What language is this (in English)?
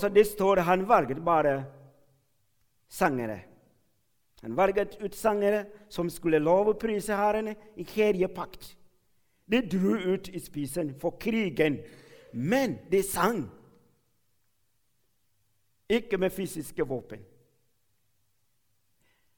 Norwegian